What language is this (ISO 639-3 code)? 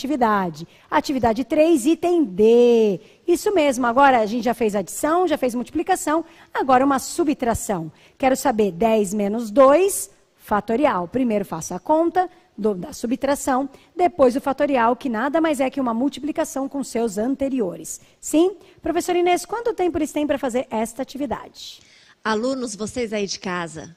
por